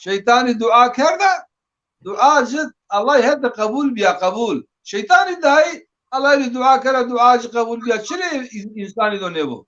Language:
Zaza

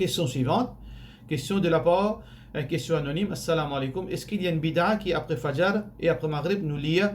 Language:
Morisyen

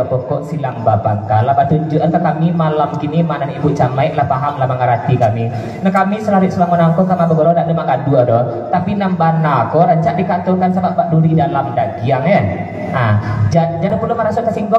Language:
Minangkabau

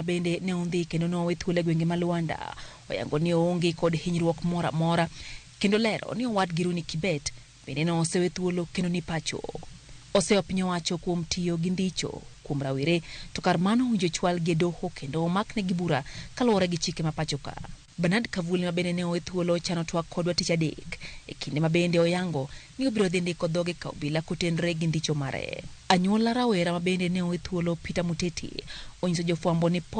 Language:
Luo (Kenya and Tanzania)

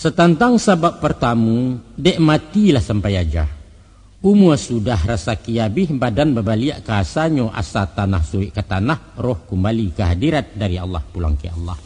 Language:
Minangkabau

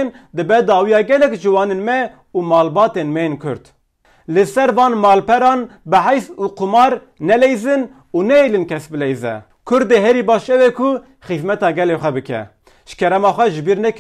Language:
Kurdish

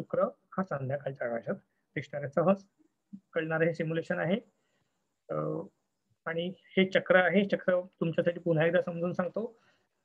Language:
Marathi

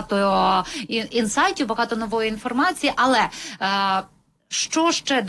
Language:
Ukrainian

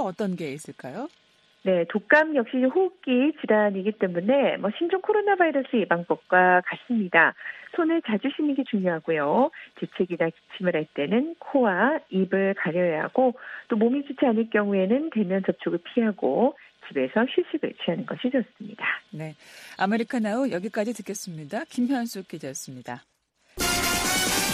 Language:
Korean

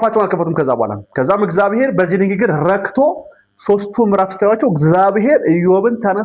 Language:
Amharic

